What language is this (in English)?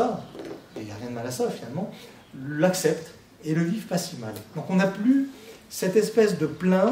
French